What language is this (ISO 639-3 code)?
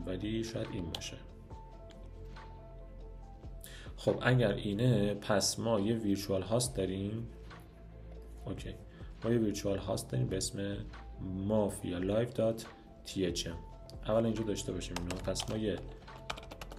fas